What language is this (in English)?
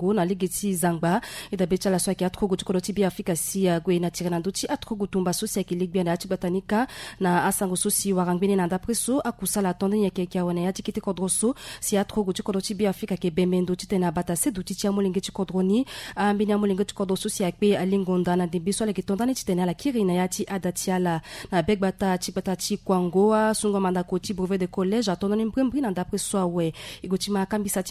Sango